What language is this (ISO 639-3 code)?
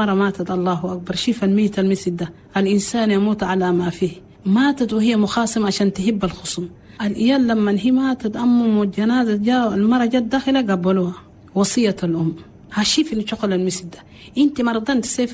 shu